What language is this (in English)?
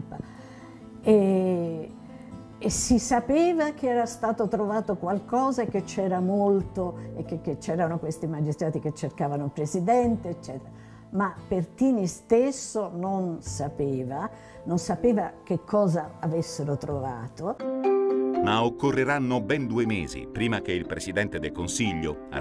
Italian